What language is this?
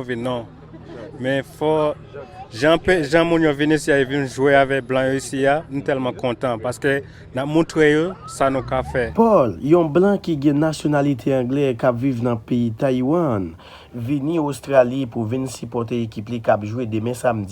Haitian Creole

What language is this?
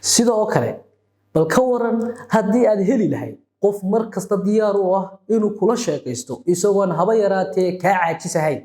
Somali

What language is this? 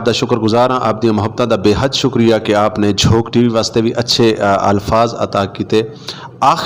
Saraiki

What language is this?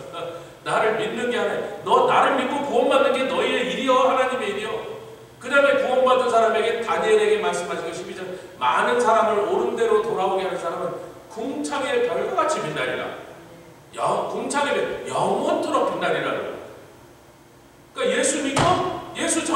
Korean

